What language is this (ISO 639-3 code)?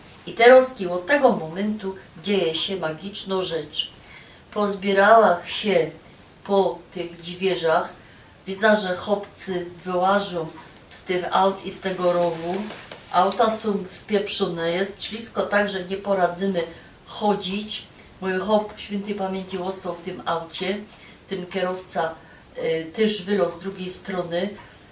szl